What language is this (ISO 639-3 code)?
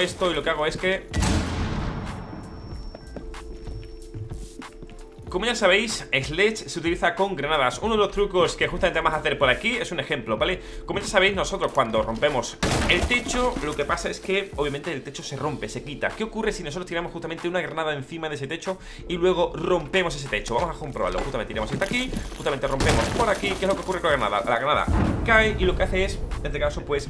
spa